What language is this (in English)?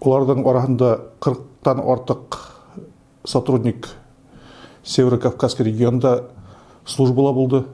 Bashkir